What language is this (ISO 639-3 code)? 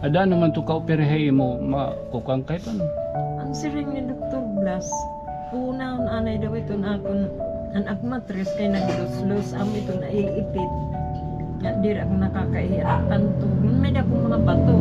war